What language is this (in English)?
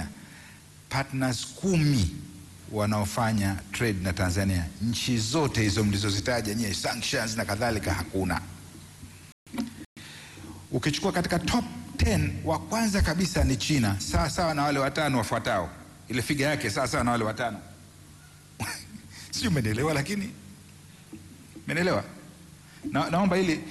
Swahili